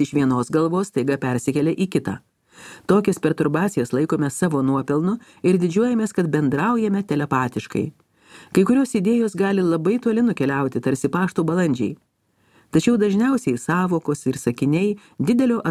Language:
Lithuanian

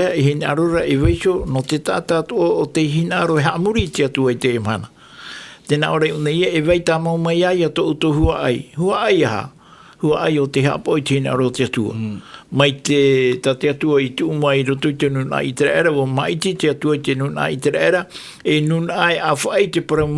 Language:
Tahitian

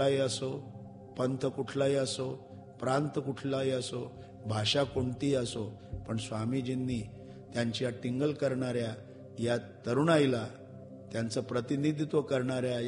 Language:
Marathi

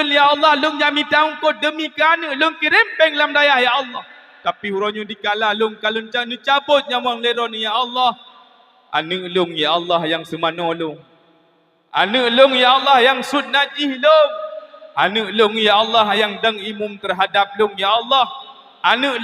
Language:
Achinese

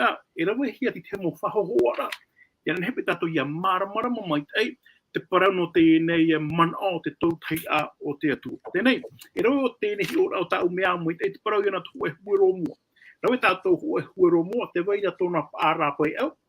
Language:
Tahitian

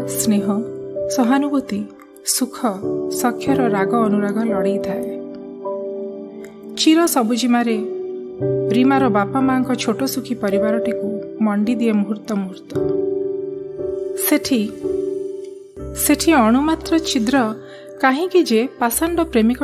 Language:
Odia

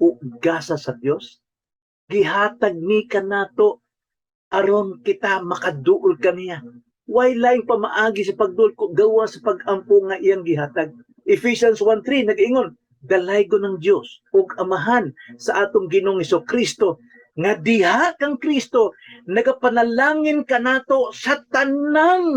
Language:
Cebuano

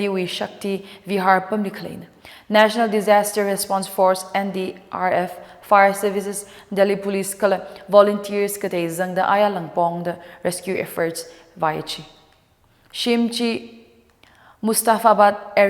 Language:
Tangkhul Naga (India)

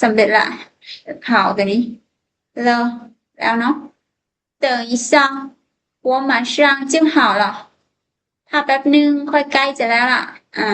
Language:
Lao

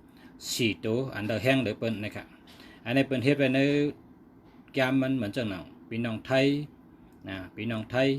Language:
Shan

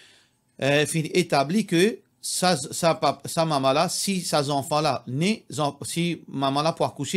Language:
Morisyen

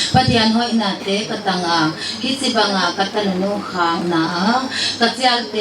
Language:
Paite Chin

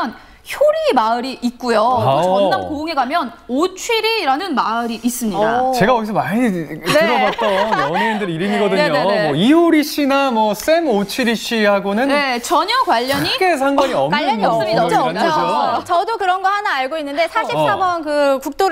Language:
Korean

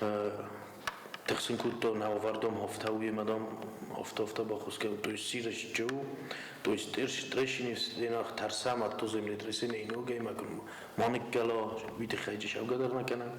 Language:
Ossetic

